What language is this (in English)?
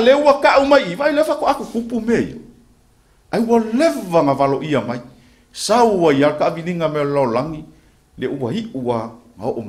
Samoan